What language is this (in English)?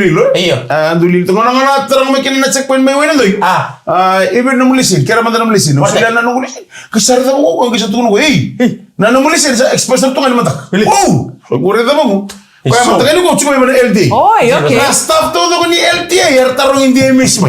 Fijian